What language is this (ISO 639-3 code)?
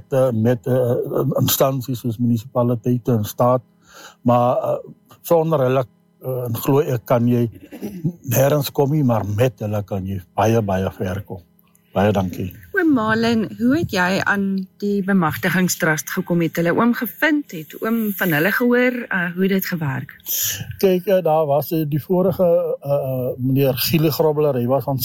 afr